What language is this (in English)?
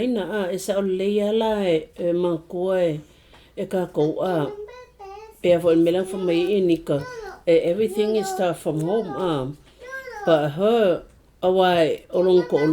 Samoan